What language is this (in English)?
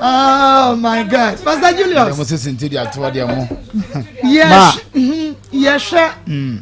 Akan